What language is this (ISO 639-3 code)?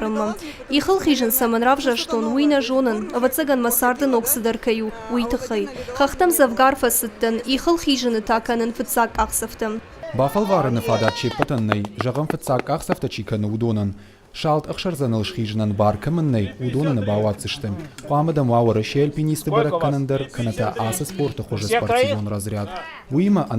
oss